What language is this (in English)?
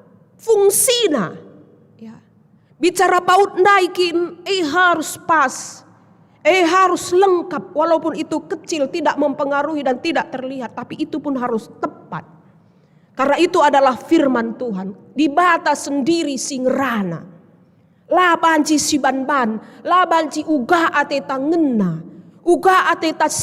Batak Karo